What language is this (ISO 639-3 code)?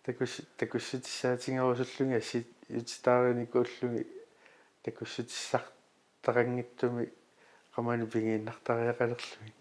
kal